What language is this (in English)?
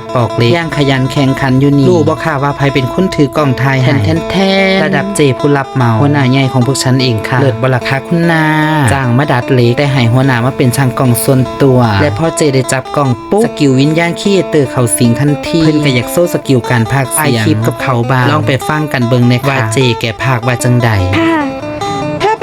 Northeastern Thai